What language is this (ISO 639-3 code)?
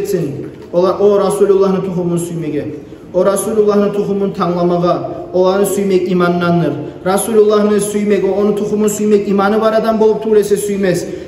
kum